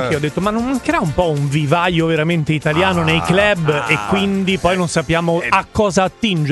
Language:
Italian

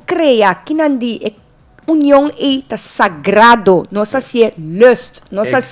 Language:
Papiamento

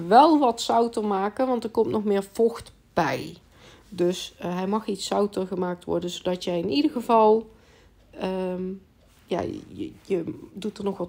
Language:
Dutch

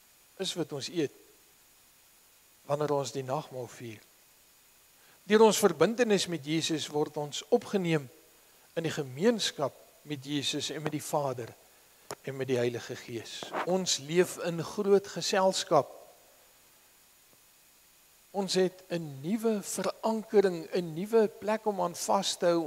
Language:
Afrikaans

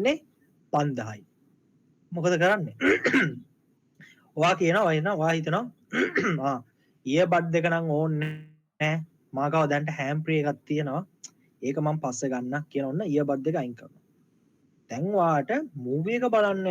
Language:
Sinhala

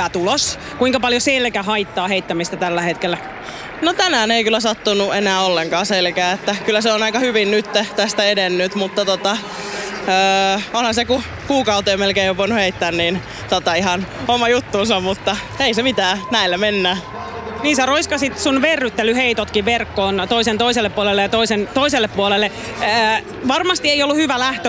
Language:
Finnish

